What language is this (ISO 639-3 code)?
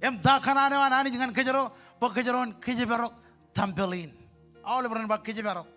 mah